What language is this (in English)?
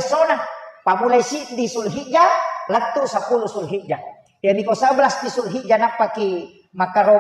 Buginese